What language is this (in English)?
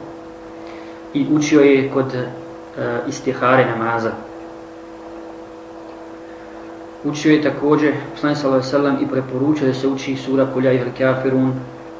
Bosnian